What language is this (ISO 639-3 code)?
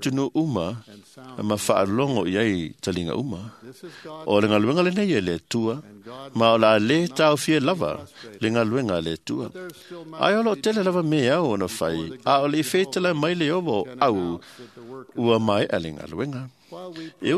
smo